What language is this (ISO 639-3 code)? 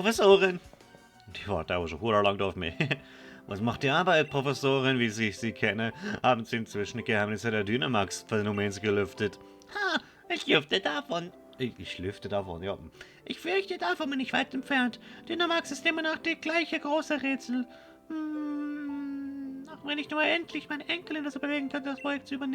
gsw